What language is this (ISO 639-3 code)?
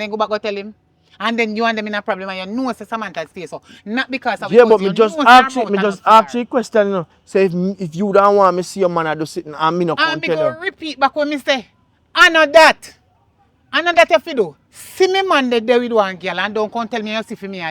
jam